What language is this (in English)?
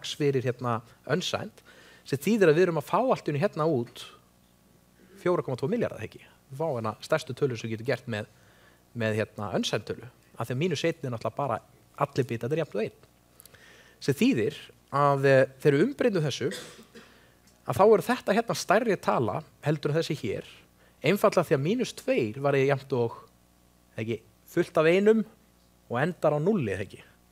Icelandic